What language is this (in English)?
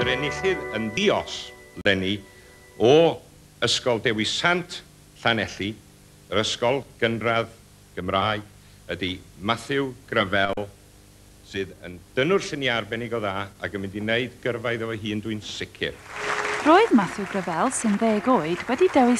Welsh